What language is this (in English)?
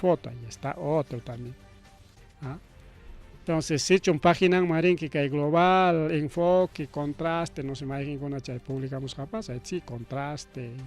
Ayacucho Quechua